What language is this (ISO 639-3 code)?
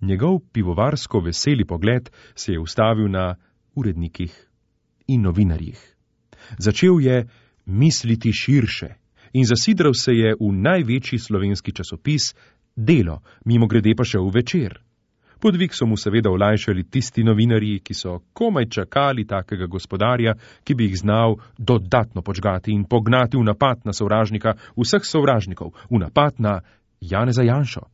slv